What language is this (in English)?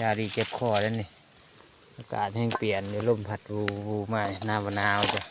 Lao